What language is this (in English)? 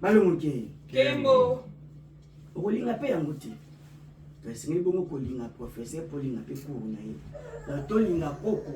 Lingala